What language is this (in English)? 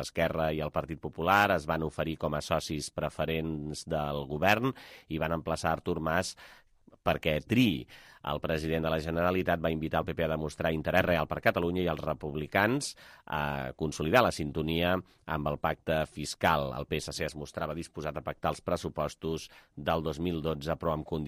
Catalan